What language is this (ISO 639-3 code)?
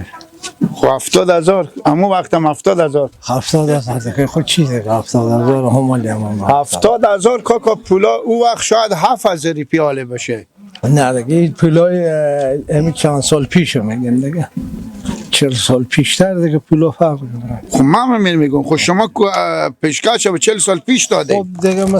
fas